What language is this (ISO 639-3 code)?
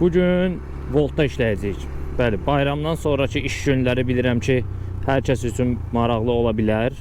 aze